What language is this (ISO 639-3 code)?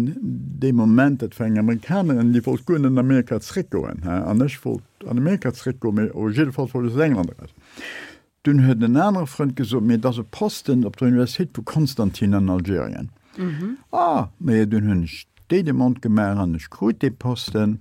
ltz